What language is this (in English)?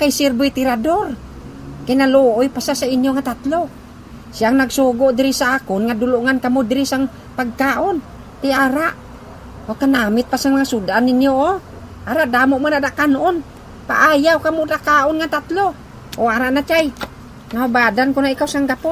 Hiligaynon